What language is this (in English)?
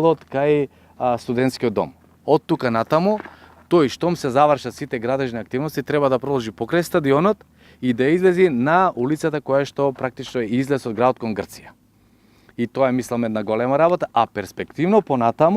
Macedonian